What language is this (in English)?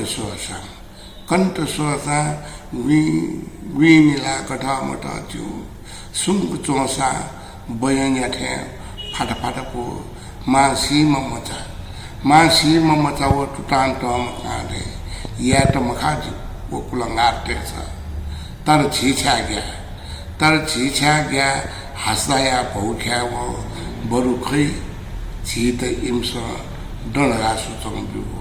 Newari